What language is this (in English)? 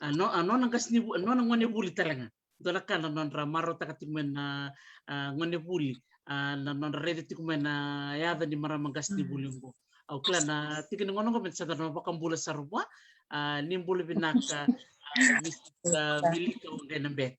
Fijian